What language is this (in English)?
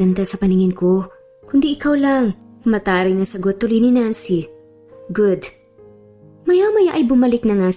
Filipino